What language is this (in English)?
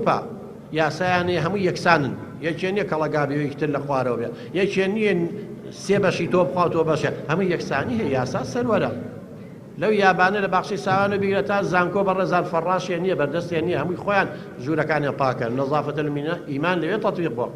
Central Kurdish